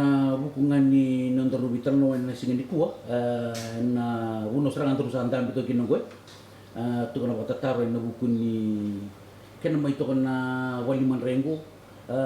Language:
Fijian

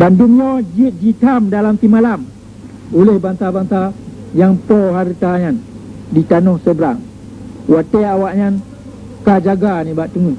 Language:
Achinese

